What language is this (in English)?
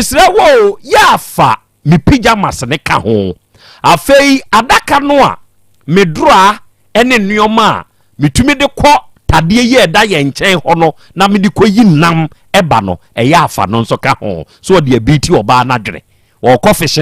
Akan